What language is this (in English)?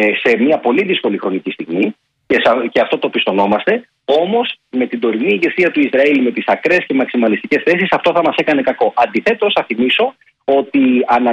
Greek